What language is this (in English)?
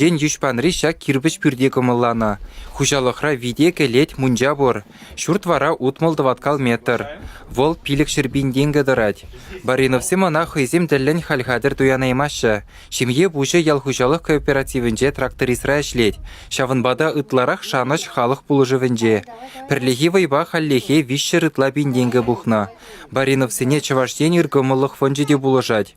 Chuvash